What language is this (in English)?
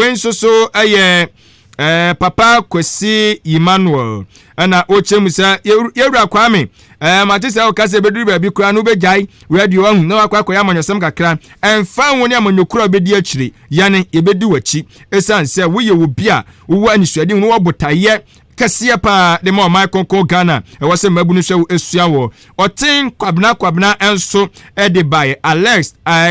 Akan